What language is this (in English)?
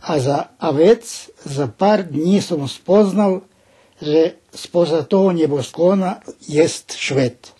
Rusyn